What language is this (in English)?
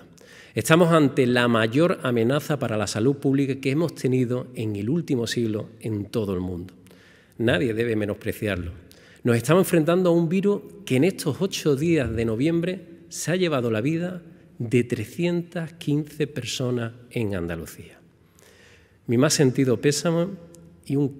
Spanish